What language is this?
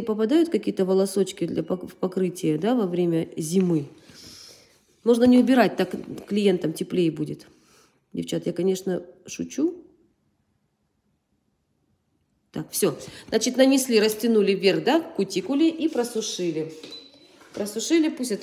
Russian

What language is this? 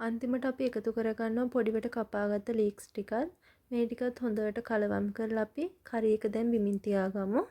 Sinhala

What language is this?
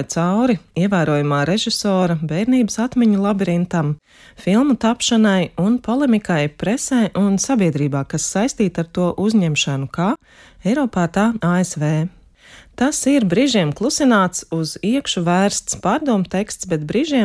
Latvian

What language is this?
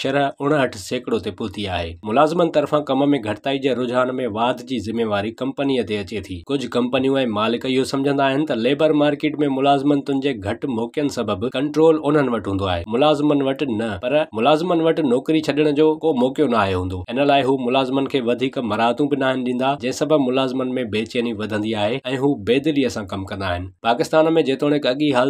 Sindhi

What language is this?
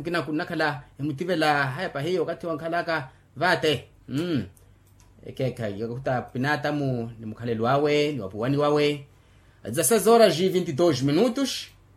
Makhuwa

